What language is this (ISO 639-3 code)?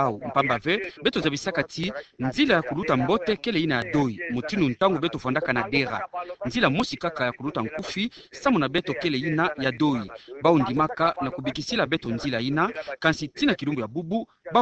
ktu